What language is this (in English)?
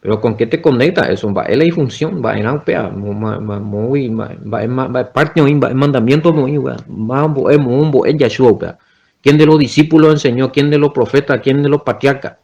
Guarani